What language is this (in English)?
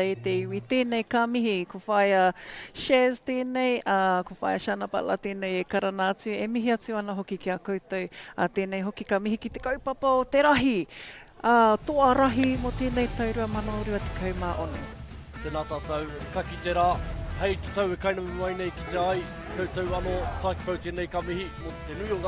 Māori